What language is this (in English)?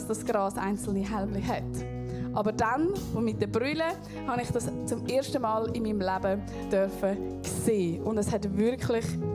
Swiss German